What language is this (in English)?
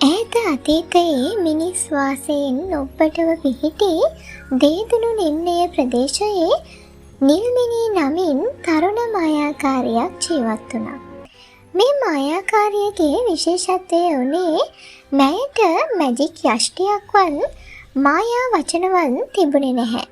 Sinhala